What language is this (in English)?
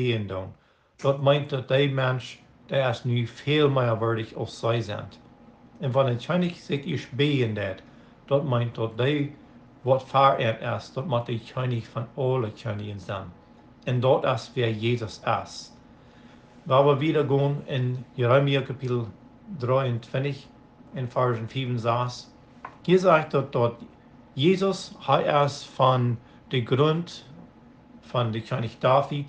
Plautdietsch